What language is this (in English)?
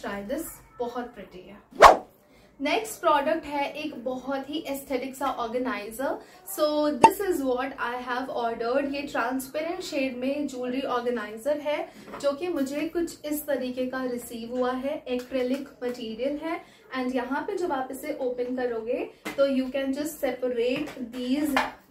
Hindi